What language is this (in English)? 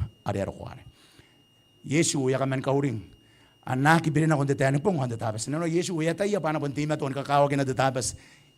Gilbertese